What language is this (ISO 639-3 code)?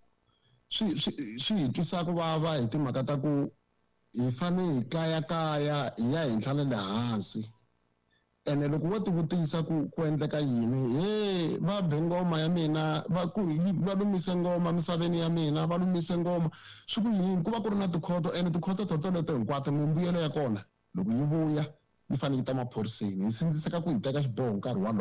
tso